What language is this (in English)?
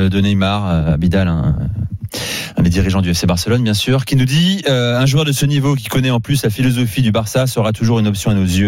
French